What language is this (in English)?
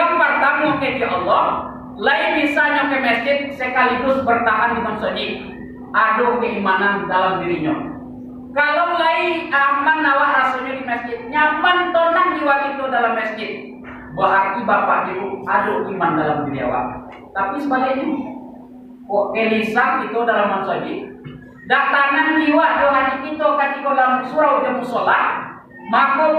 Minangkabau